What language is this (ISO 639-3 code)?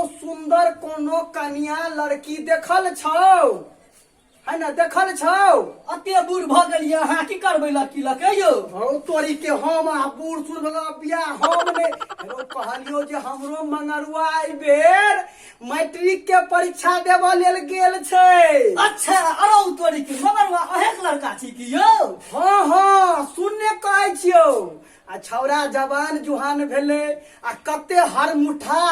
mai